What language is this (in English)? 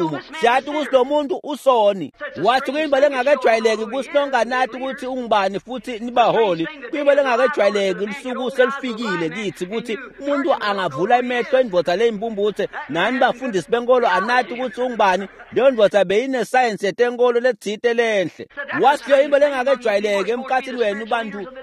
Swati